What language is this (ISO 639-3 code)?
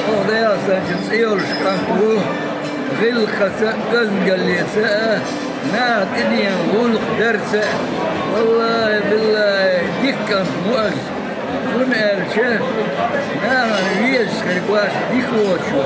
che